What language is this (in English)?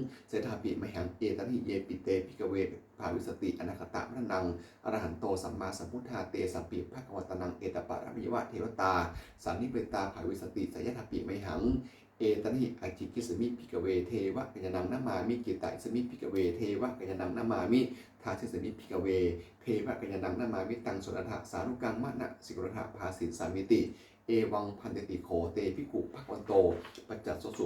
Pali